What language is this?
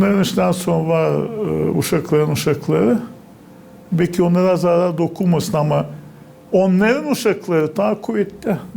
Gagauz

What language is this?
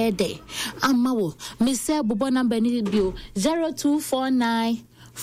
Akan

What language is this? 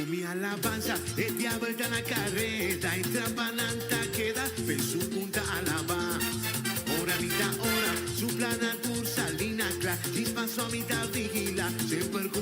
Papiamento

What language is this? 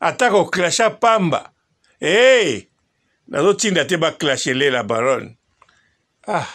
Lingala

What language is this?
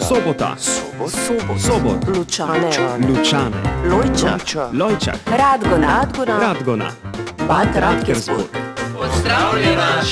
Slovenian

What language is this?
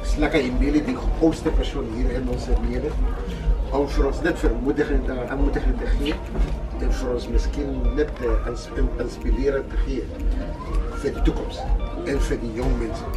Afrikaans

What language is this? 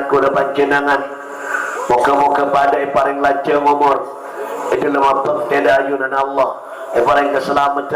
Madurese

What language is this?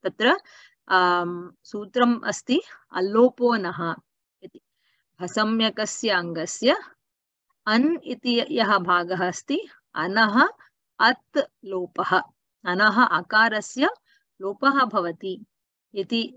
Sanskrit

